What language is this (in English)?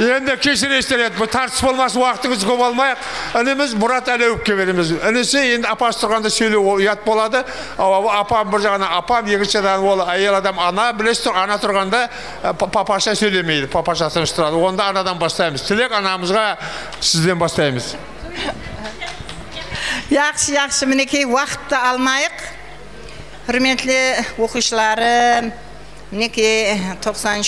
Kara-Kalpak